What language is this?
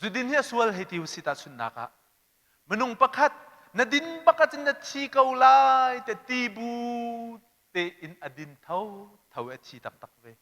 Hakha Chin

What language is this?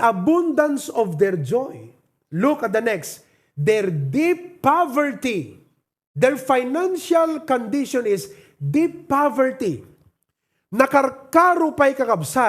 Iloko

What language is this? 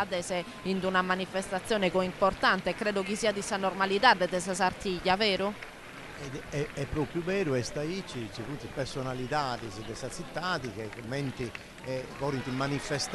Sardinian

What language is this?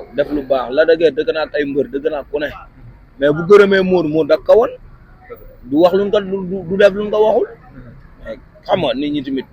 Wolof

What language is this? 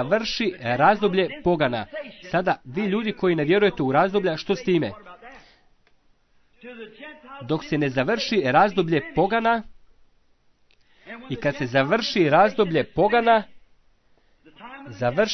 Croatian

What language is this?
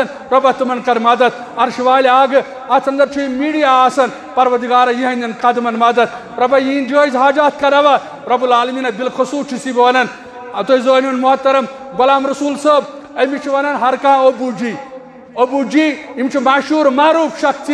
Kashmiri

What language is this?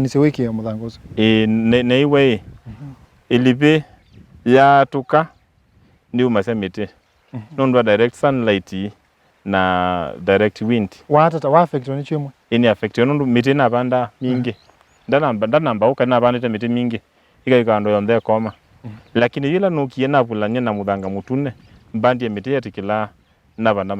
Kamba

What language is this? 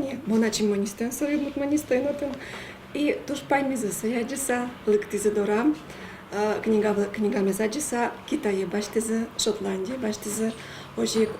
Udmurt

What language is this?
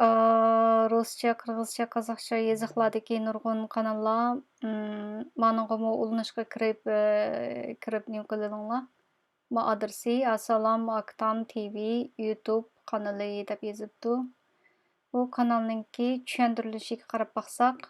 Uyghur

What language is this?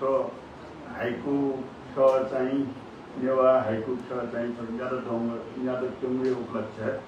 Newari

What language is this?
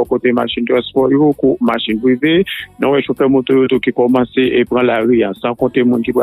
Haitian Creole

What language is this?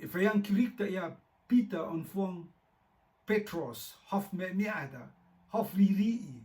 Rotuman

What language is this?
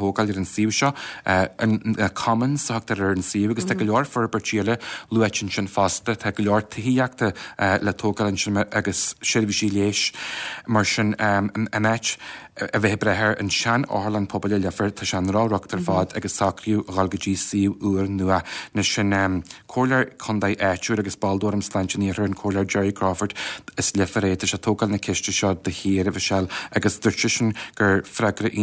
Irish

